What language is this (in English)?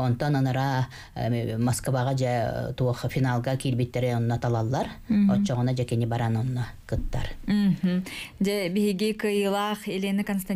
Yakut